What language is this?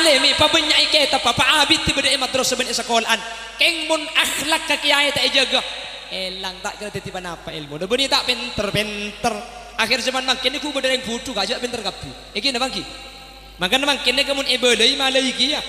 Madurese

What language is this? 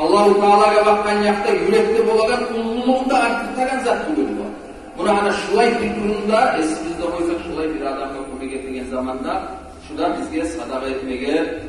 Kumyk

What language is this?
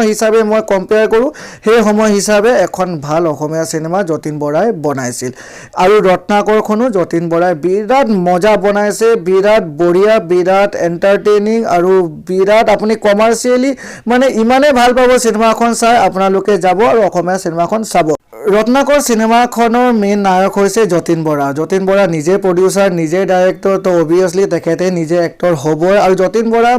Assamese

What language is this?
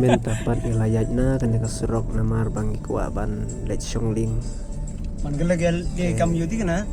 Khasi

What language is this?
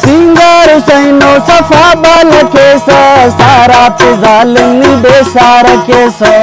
Brahui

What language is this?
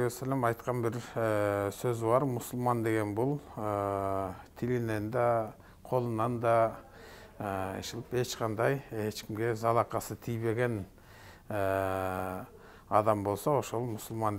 Kyrgyz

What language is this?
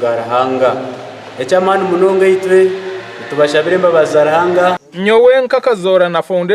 Nyankole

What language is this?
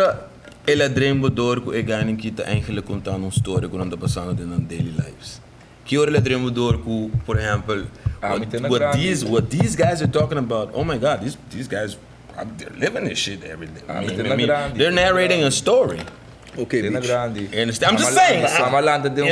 Papiamento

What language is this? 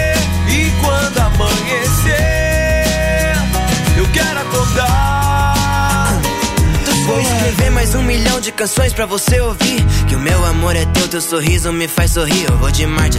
Portuguese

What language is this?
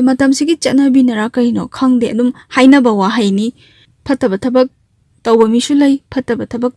Manipuri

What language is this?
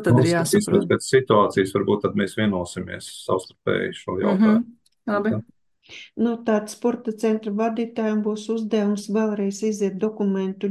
Latvian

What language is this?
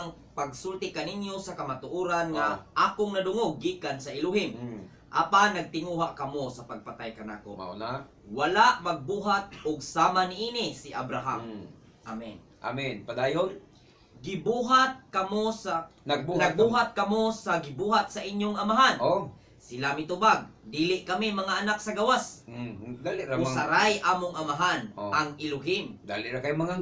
Cebuano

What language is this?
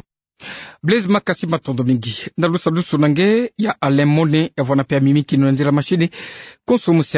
Kituba (Democratic Republic of Congo)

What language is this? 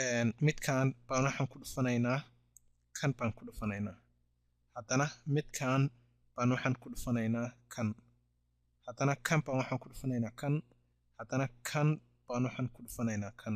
Somali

